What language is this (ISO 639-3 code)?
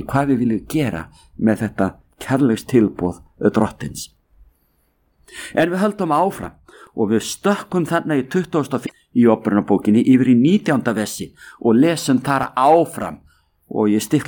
isl